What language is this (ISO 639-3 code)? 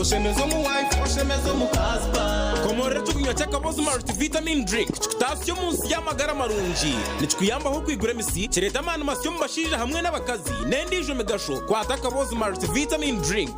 nyn